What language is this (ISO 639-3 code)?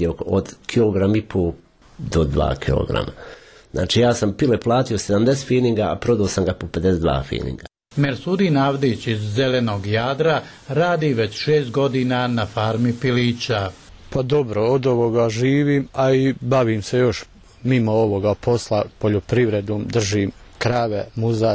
bos